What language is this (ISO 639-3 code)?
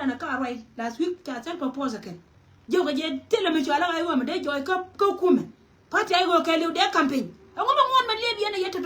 nus